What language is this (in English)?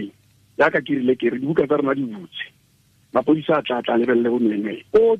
Tswana